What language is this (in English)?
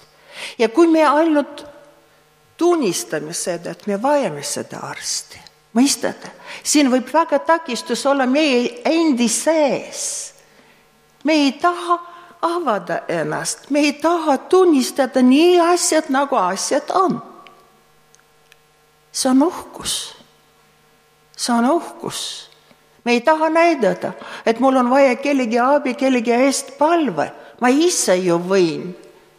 Estonian